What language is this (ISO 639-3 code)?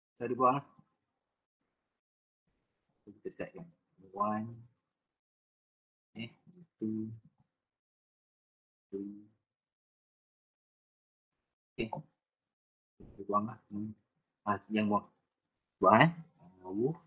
msa